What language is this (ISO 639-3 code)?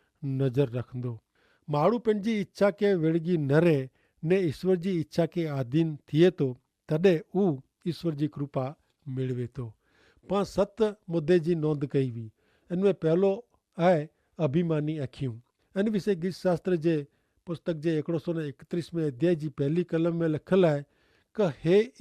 kfr